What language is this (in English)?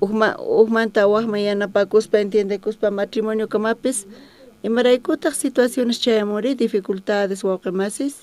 South Bolivian Quechua